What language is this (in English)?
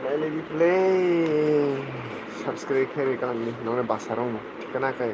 Kok Borok